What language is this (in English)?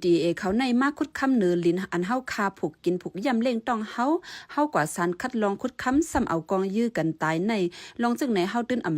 Shan